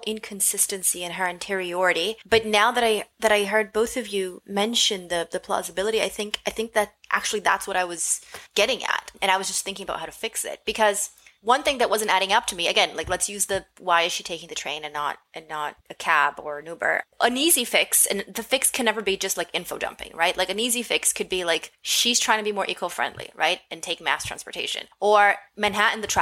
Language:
English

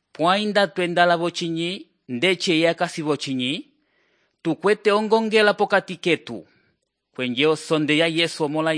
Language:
Umbundu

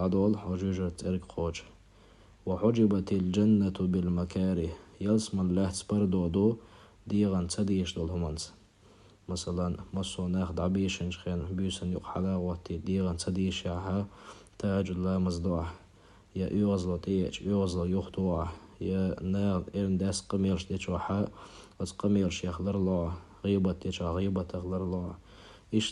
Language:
Chechen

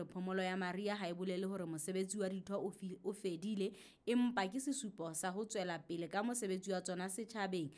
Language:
Southern Sotho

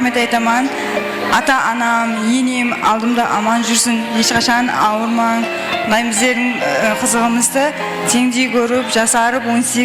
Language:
Kara-Kalpak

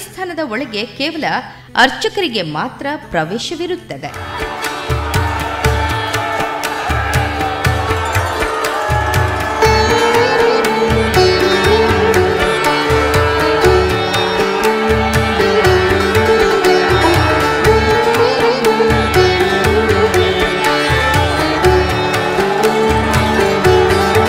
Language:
Kannada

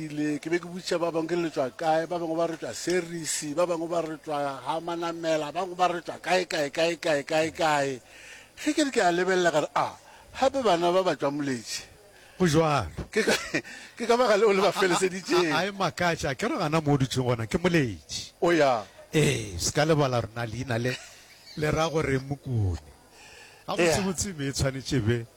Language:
Northern Sotho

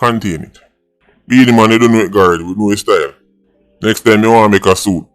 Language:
Jamaican Creole English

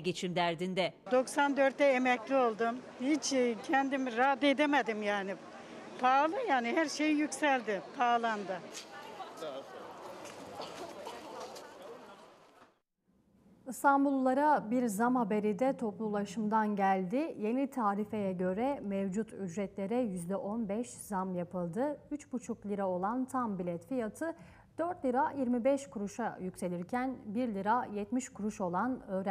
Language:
Turkish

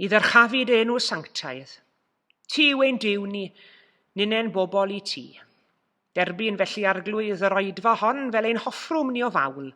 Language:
Welsh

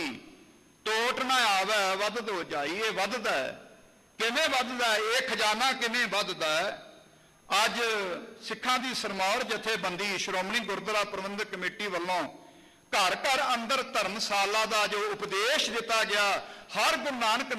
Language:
Punjabi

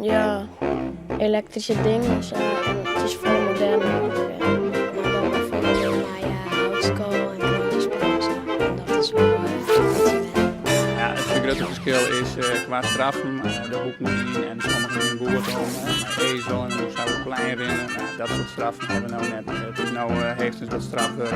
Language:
Western Frisian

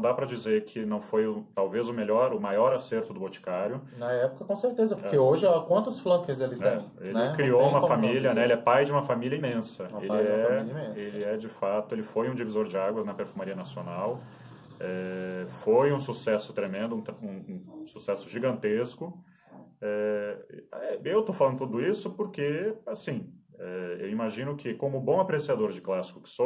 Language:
Portuguese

